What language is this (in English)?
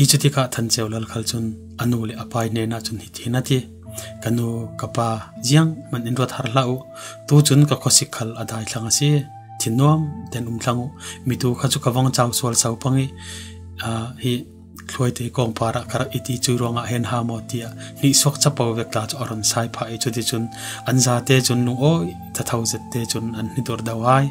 Falam Chin